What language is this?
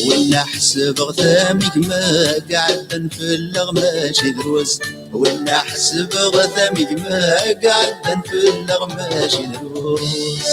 Kabyle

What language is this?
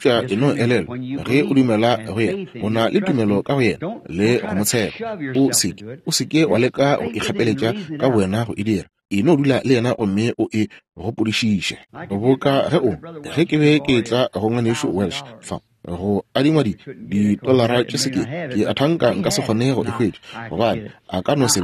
Northern Sotho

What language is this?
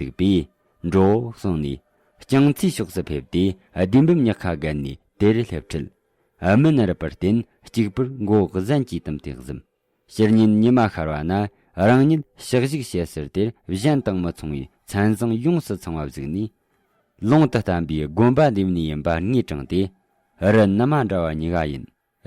Tibetan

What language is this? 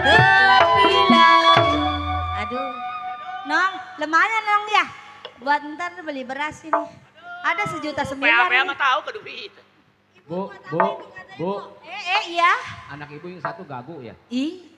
Betawi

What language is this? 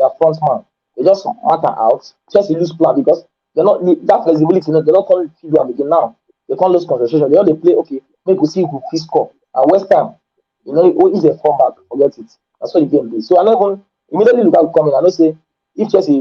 Nigerian Pidgin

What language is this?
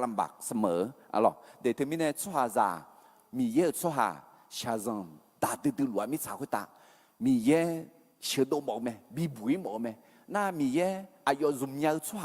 Akha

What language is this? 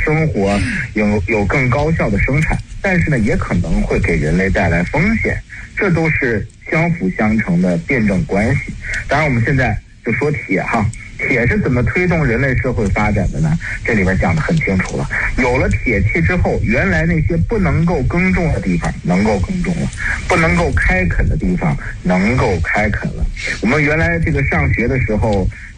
Chinese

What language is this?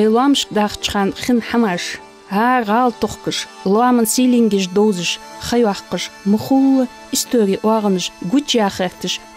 Ingush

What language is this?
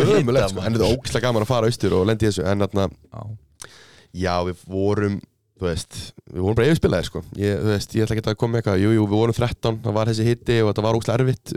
Icelandic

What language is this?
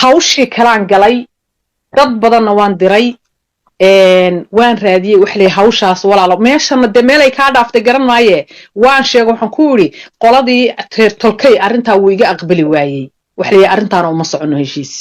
Somali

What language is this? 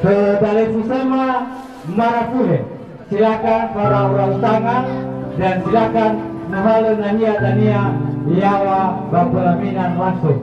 Nias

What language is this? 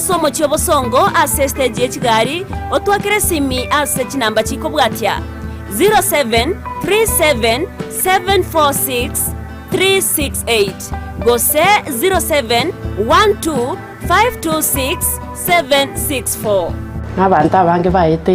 Gusii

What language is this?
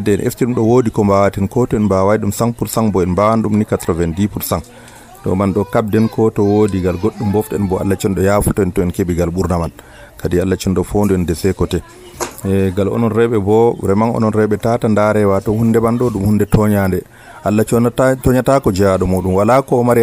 Nigerian Fulfulde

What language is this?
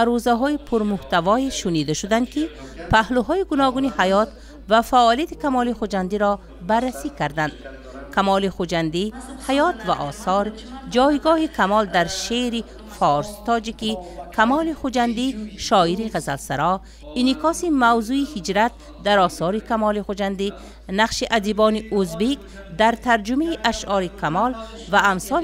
Tajik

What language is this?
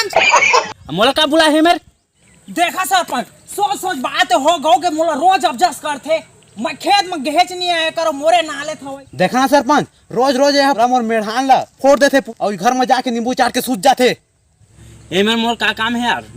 Chhattisgarhi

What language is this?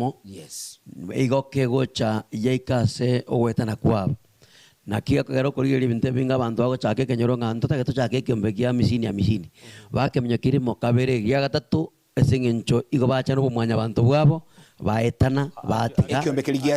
Gusii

